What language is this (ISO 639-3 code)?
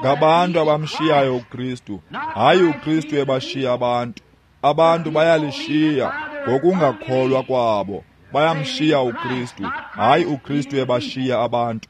xho